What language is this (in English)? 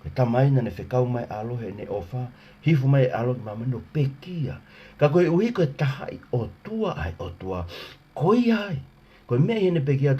Tongan